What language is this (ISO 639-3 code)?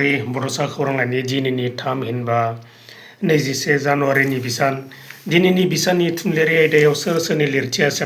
brx